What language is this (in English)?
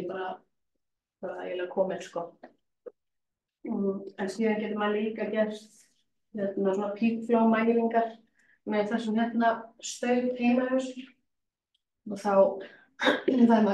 Icelandic